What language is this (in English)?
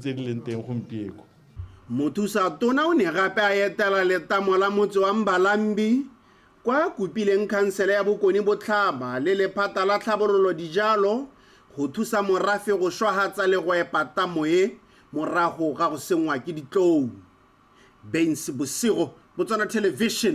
Tswana